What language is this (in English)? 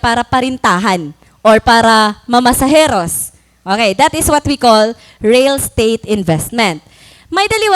Waray